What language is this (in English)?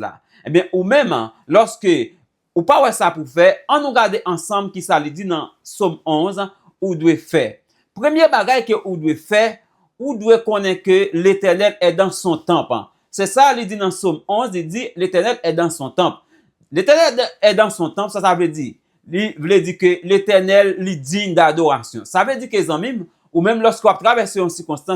Haitian Creole